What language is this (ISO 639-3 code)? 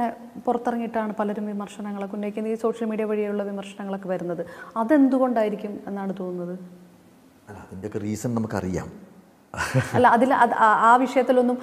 mal